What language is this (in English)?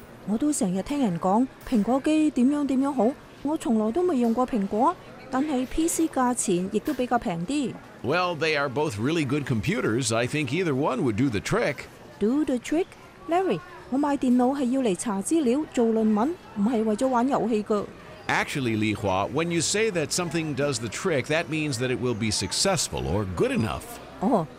Cantonese